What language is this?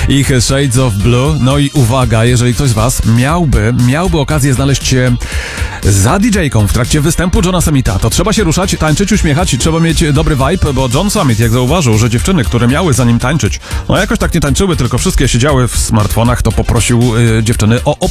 Polish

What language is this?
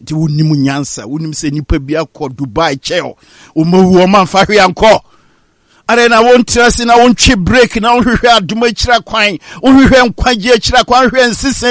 Akan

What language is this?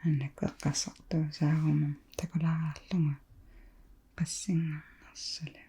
Kalaallisut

